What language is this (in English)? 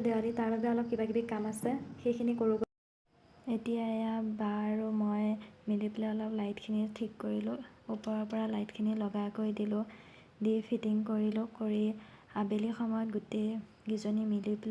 Assamese